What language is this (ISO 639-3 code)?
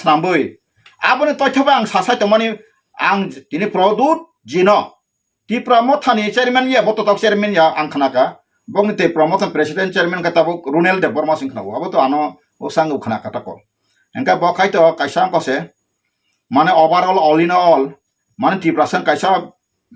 trp